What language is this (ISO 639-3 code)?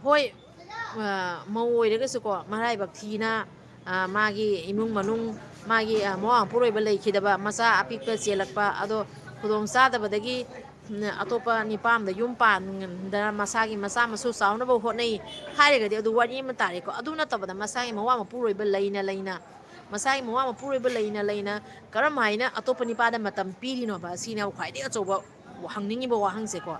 mni